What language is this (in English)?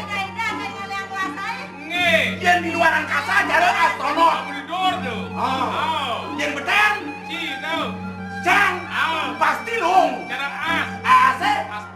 Balinese